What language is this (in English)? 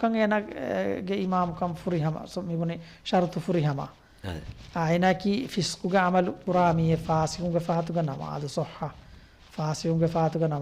Divehi